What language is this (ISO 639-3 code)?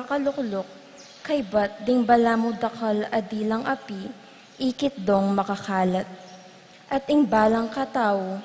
pam